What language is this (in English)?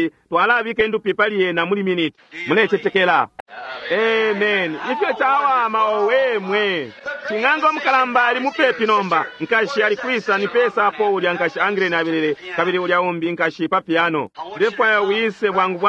Bemba